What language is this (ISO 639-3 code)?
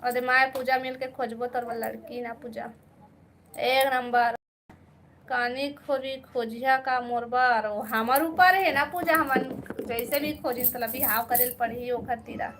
hne